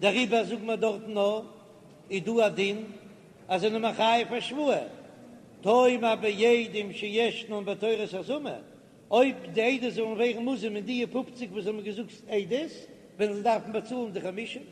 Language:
Yiddish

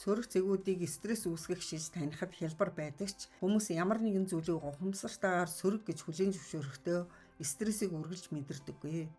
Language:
Mongolian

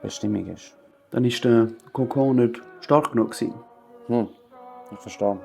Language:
Swiss German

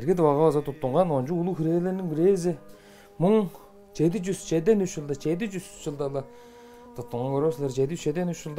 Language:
Tuvinian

